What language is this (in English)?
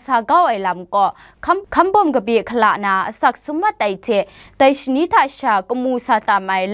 Kachin